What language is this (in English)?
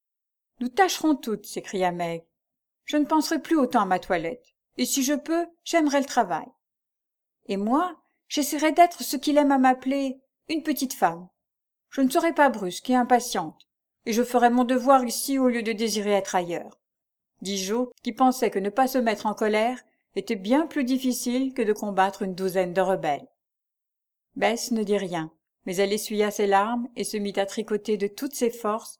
French